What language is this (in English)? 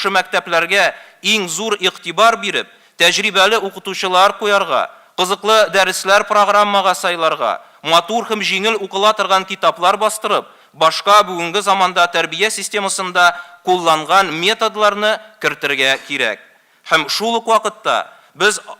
Tatar